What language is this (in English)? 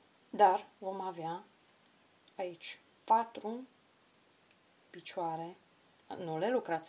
Romanian